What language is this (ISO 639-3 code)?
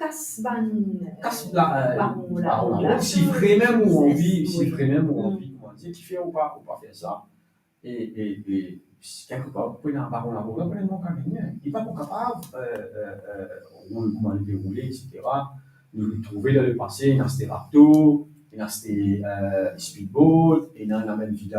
mfe